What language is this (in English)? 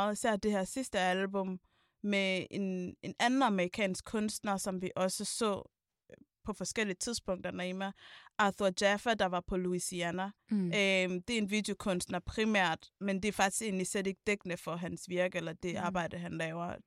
Danish